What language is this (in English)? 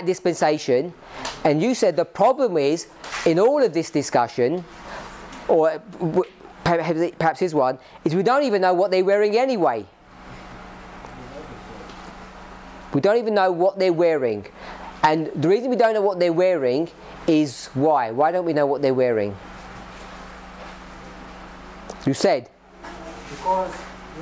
English